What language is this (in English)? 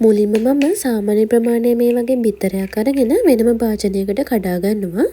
Sinhala